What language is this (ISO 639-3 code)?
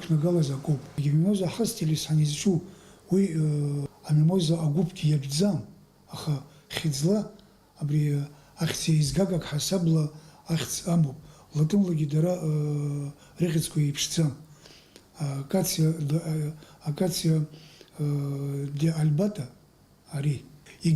abk